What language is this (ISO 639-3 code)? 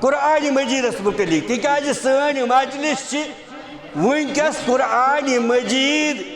kas